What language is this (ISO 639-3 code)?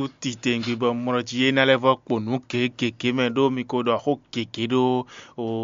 fon